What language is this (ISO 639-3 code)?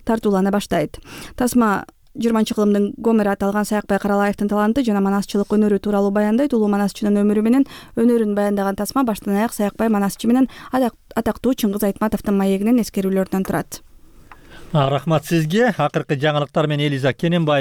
kir